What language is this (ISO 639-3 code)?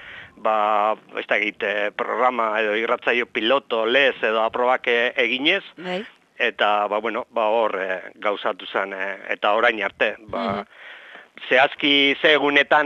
eus